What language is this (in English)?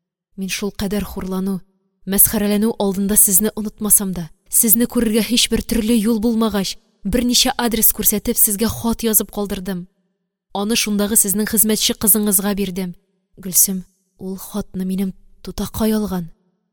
Tatar